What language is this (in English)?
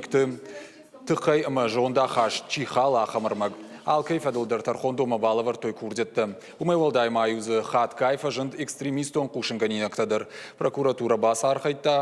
Ossetic